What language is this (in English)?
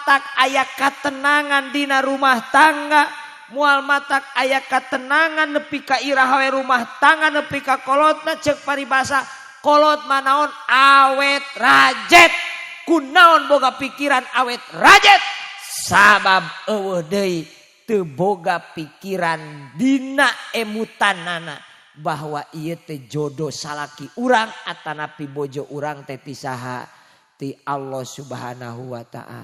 Sundanese